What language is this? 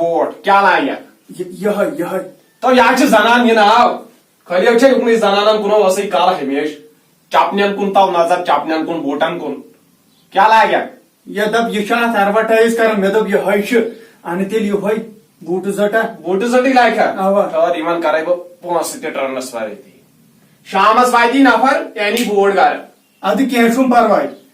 Kashmiri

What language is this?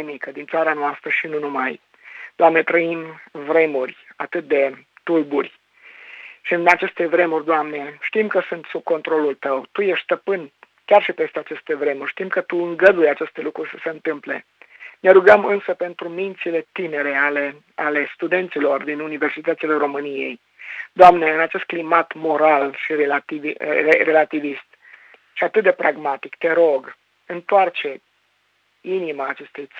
Romanian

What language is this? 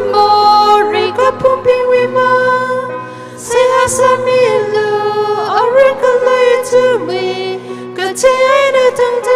Tangkhul Naga (India)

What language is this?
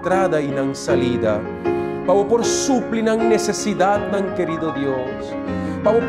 Papiamento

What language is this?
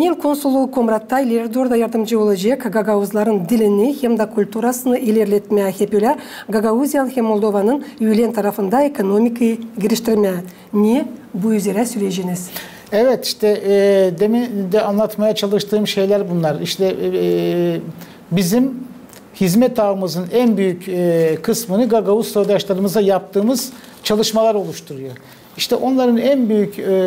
Gagauz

